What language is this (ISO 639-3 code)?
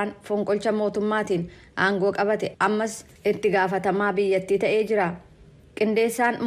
orm